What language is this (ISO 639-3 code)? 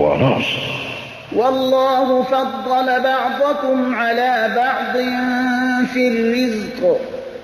fas